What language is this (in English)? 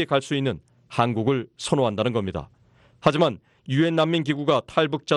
Korean